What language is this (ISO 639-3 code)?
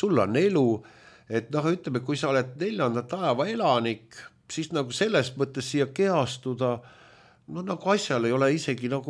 est